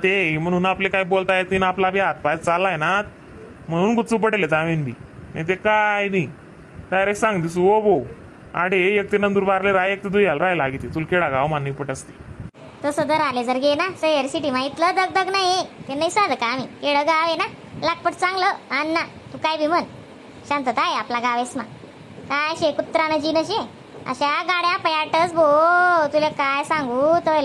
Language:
Khandesi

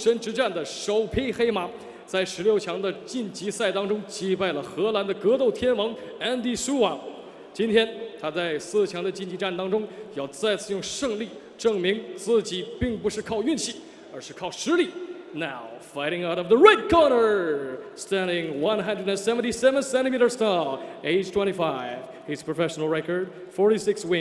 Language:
Chinese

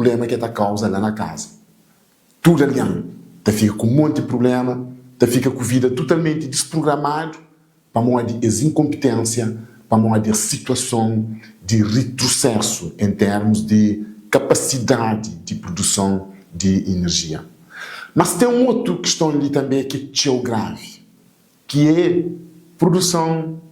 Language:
Kabuverdianu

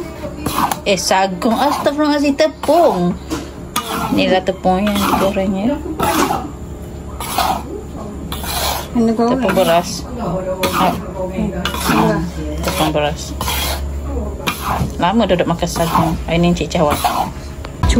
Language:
Malay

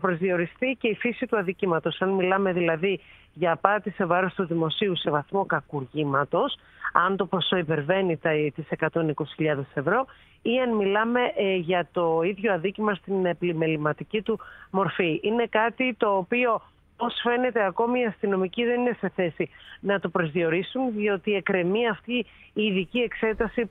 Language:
Greek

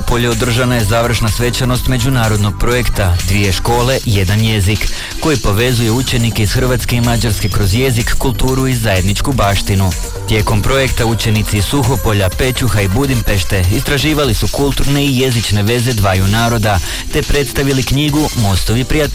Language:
Croatian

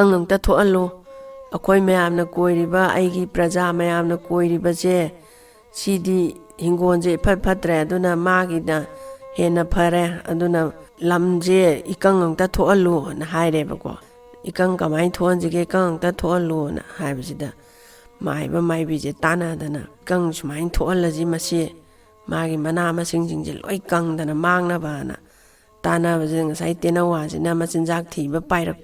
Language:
Manipuri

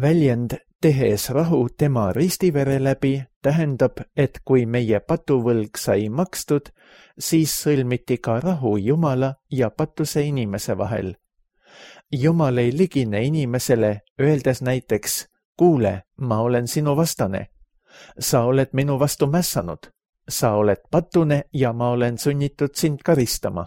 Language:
Estonian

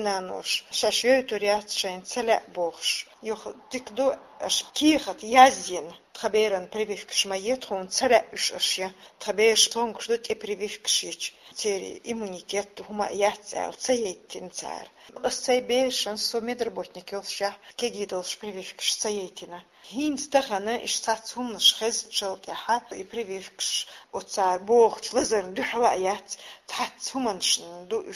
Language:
Chechen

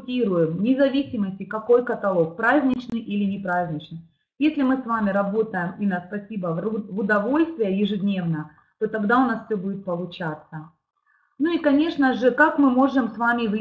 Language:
Russian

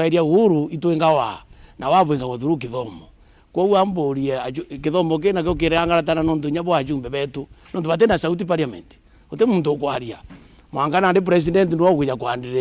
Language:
Meru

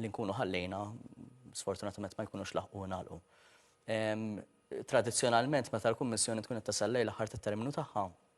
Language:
Maltese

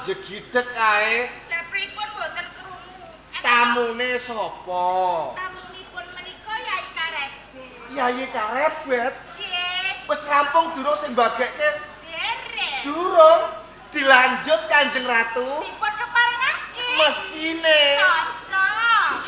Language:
Javanese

